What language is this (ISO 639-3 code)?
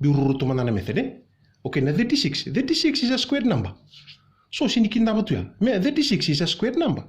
fij